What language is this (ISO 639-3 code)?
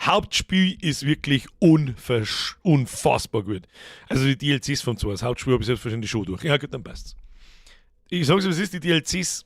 bar